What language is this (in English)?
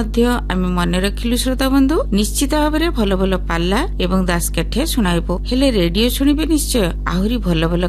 Odia